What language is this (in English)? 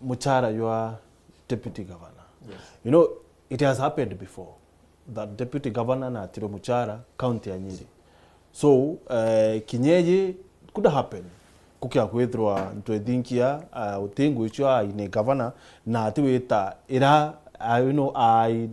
Meru